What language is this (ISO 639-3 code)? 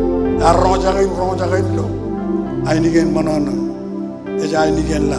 mah